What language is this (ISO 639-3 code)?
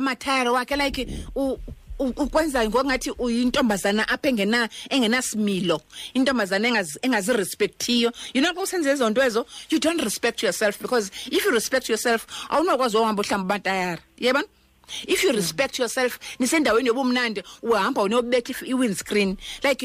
xho